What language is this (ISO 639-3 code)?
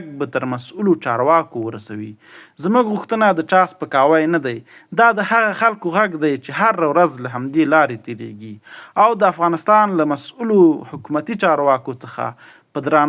pus